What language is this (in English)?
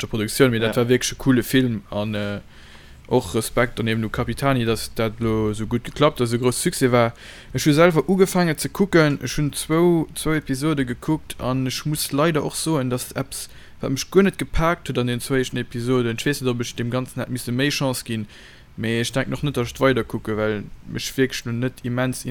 Luxembourgish